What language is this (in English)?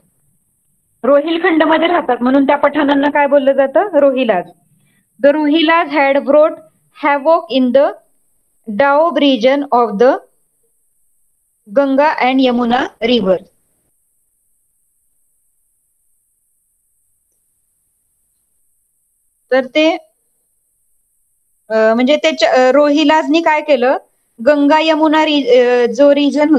Marathi